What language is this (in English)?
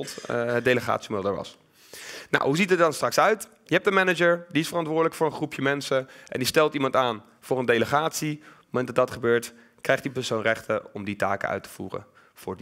Dutch